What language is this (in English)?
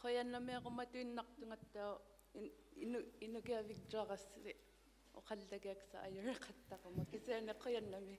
Inuktitut